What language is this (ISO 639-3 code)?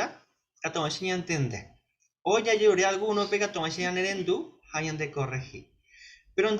grn